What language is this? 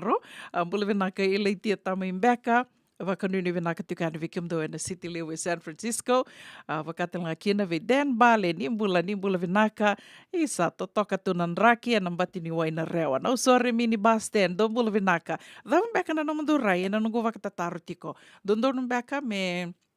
Fijian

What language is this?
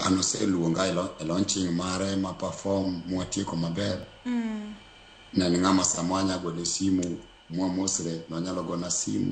Luo (Kenya and Tanzania)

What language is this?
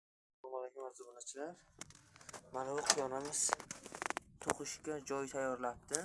Uzbek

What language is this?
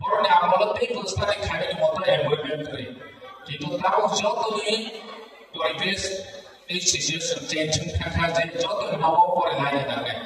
Kok Borok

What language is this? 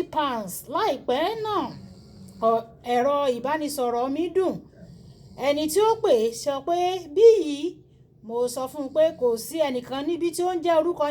Yoruba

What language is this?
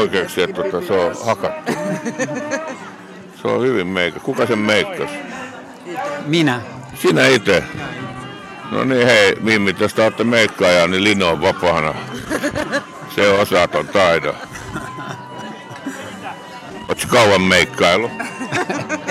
Finnish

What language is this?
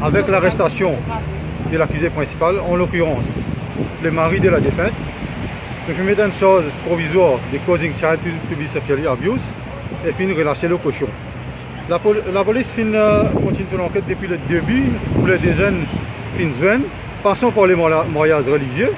Morisyen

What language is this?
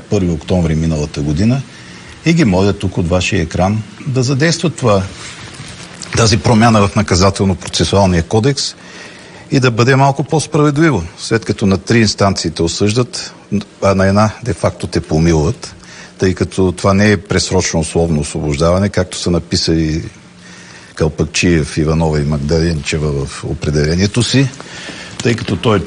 Bulgarian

